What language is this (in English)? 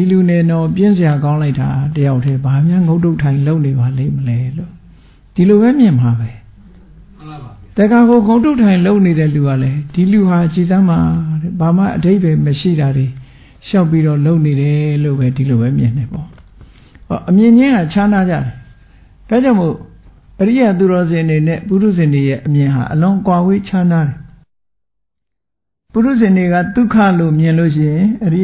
Burmese